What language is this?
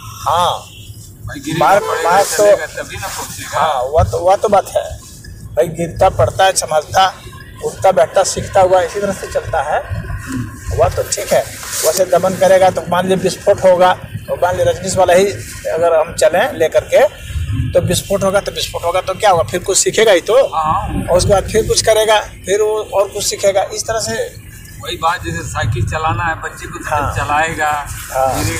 Hindi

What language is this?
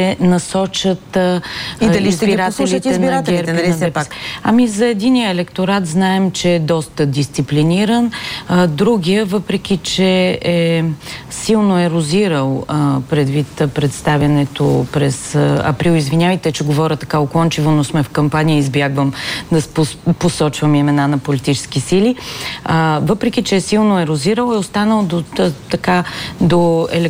Bulgarian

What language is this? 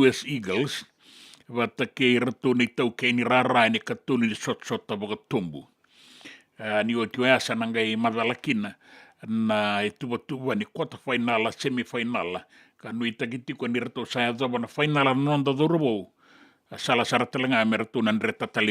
Fijian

